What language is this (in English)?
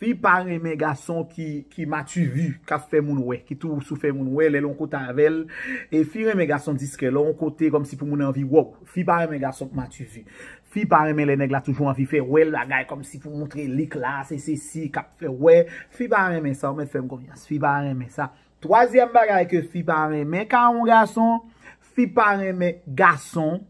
Haitian Creole